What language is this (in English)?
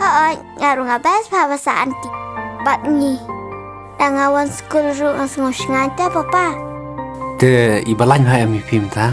Khasi